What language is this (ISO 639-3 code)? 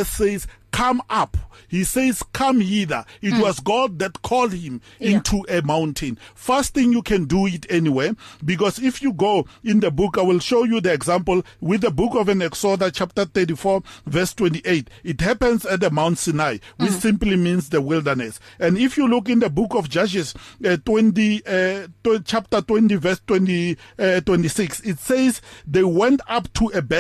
eng